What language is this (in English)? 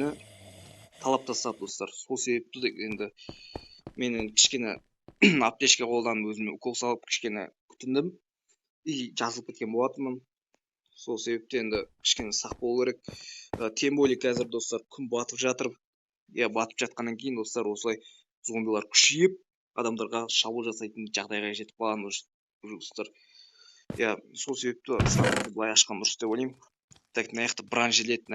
Kazakh